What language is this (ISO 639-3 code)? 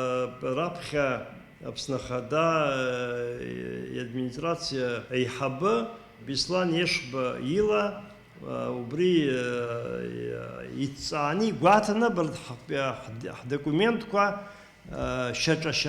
abk